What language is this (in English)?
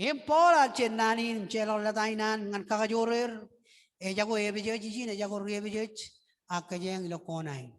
Marshallese